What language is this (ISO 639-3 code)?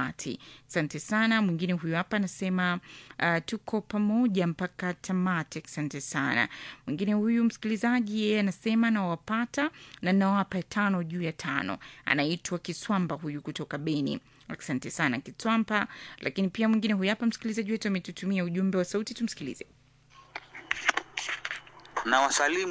swa